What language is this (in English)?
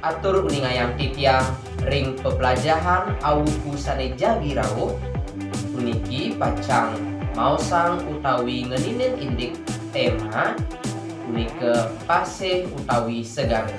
Balinese